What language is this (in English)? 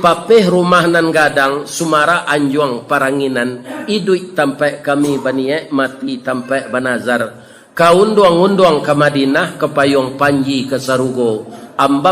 Minangkabau